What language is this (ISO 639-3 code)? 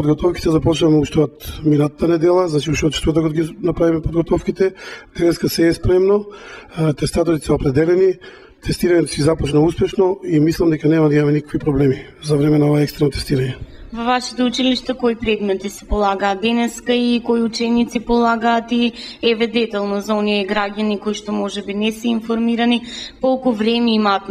mkd